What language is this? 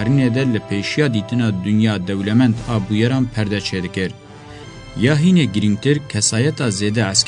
Kurdish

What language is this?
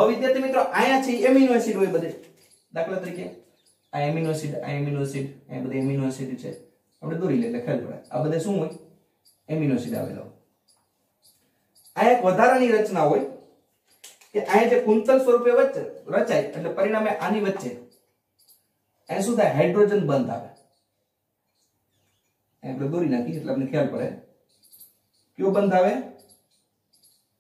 Gujarati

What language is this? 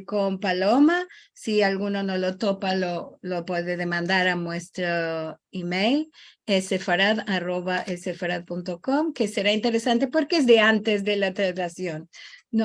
Ladino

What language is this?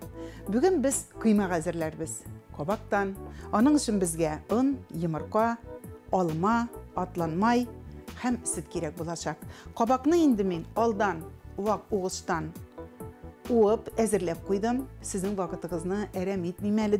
Tatar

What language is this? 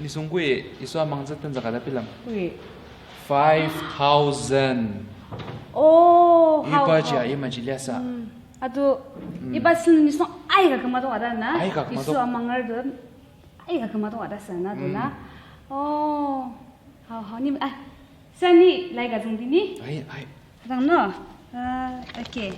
Ao Naga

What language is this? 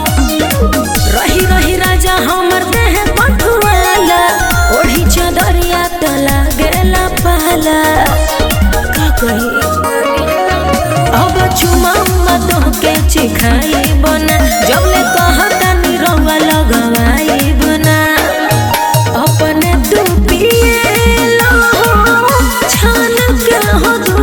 Bhojpuri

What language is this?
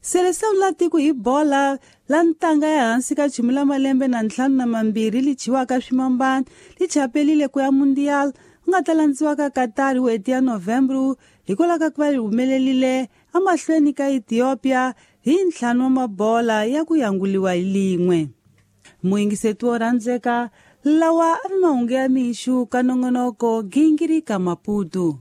Tsonga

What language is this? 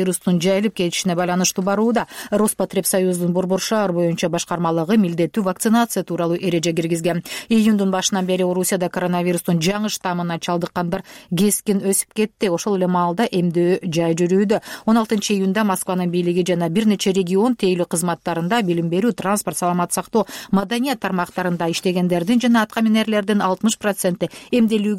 Kyrgyz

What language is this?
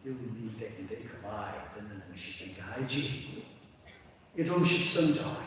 Tangkhul Naga (India)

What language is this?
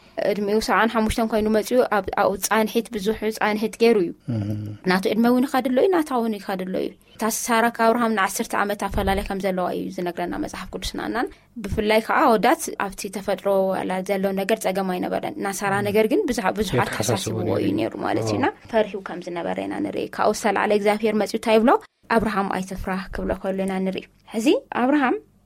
Tigrinya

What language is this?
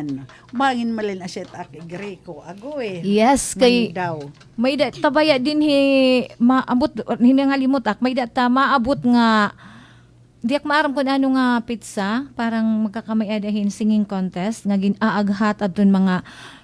Waray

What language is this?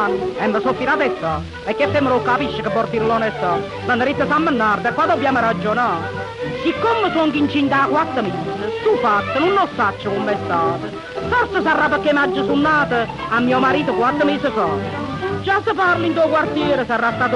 Neapolitan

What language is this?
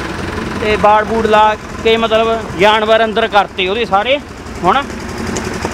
Punjabi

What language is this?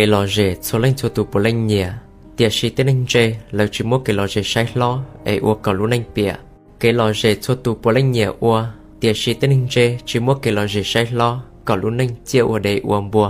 Hmong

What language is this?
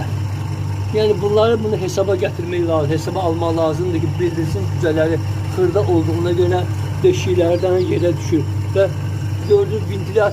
Azerbaijani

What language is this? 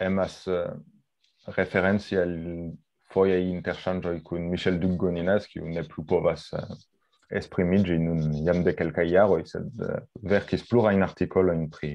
Esperanto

